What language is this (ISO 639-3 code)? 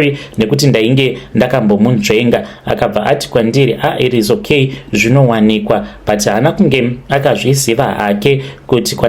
sna